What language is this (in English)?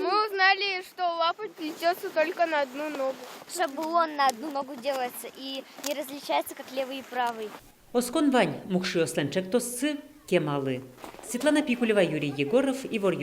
Udmurt